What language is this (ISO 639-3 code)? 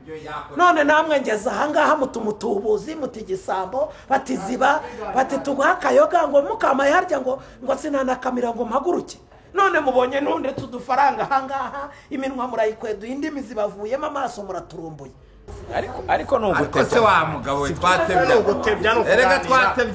kin